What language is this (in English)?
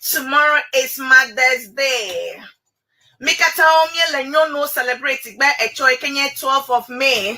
Ewe